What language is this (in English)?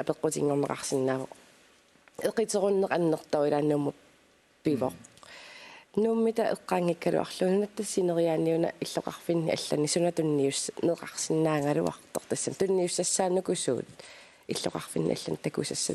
Kalaallisut